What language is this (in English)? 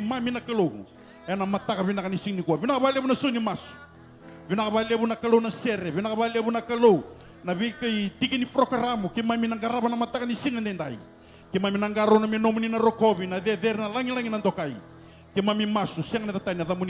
Fijian